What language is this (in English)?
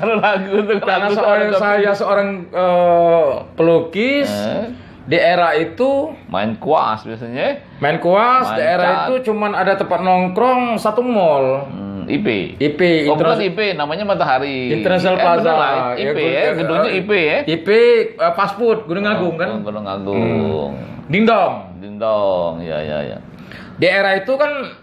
Musi